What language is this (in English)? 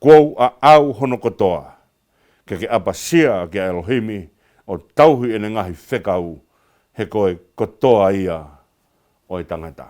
Tongan